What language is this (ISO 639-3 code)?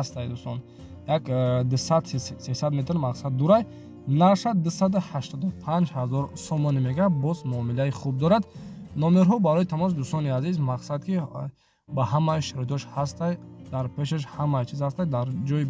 tgk